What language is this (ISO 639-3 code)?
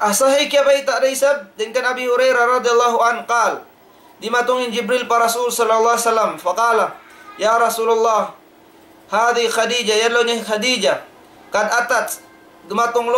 tsg